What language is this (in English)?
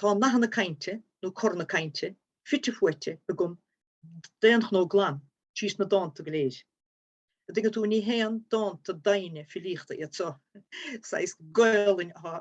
Irish